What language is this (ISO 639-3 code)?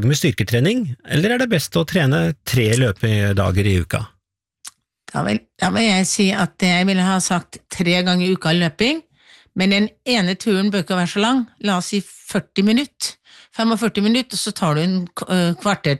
nor